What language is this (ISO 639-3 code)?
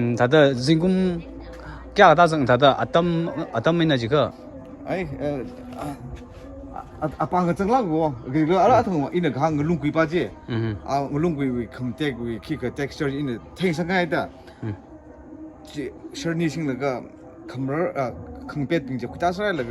nmf